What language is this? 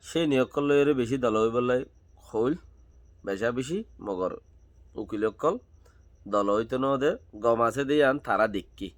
Rohingya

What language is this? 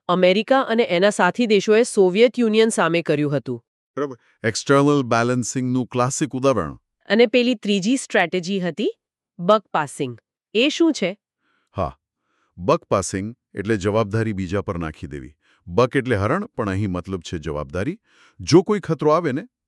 Gujarati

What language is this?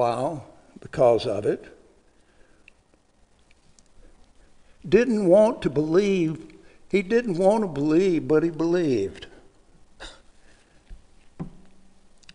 English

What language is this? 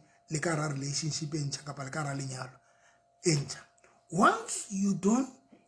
Southern Sotho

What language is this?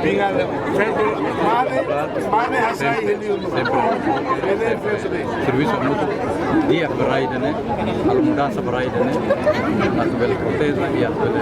Tetum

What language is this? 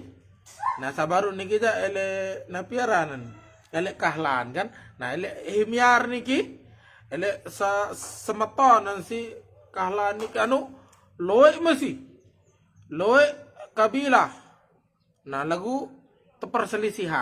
Sasak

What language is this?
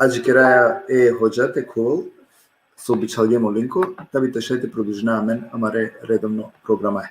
Balkan Romani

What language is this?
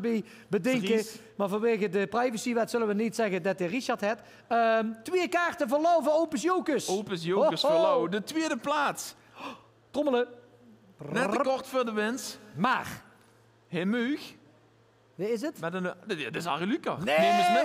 Limburgish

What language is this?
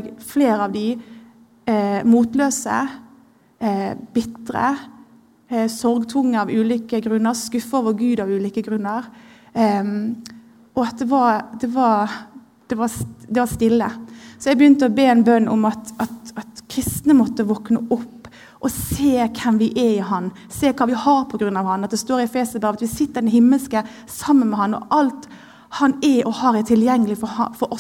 Norwegian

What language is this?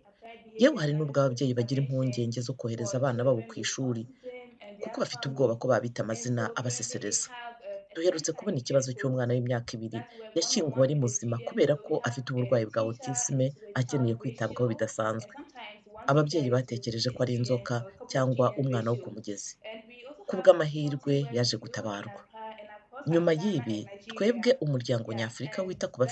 Kinyarwanda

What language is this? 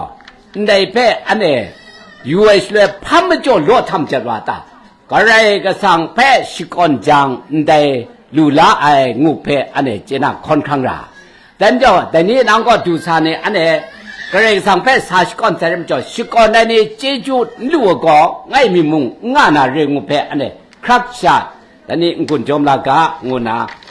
Kachin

